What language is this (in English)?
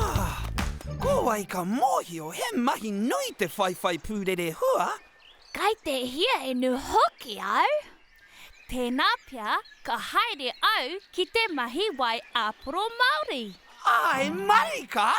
Māori